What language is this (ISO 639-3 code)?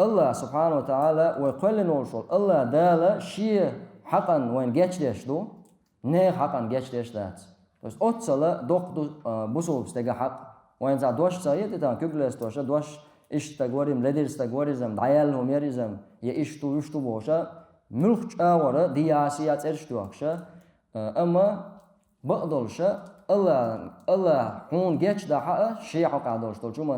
che